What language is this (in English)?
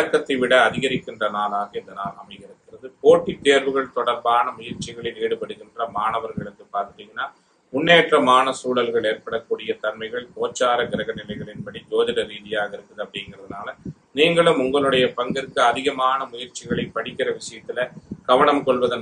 Tamil